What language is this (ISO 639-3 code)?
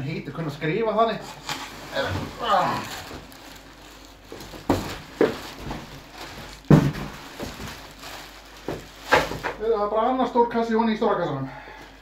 isl